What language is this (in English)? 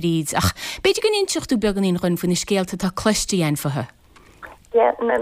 Irish